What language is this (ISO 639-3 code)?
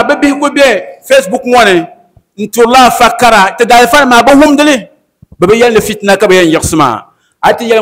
dag